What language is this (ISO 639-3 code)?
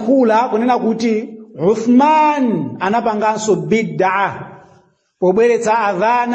nya